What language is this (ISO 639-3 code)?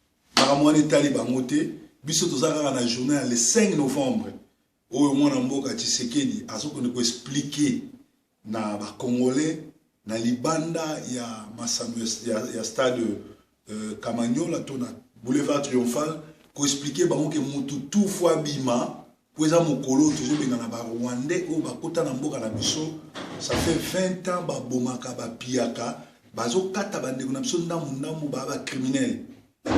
lin